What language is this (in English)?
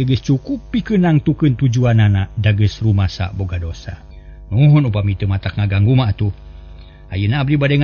Sundanese